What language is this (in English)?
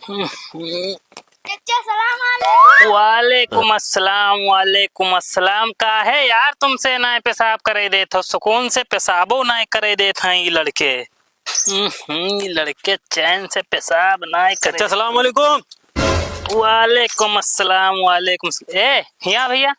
Awadhi